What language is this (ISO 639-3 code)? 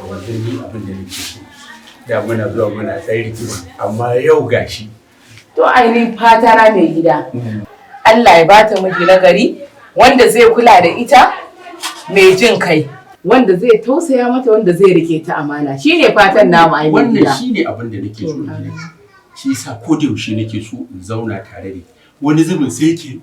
hau